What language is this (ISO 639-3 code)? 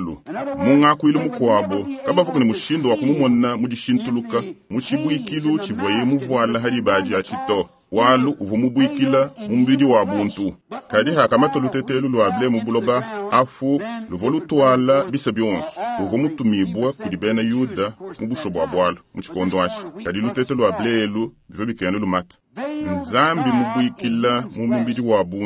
lua